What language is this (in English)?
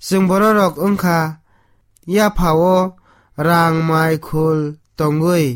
Kok Borok